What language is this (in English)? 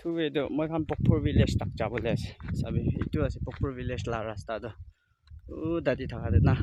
Naga Pidgin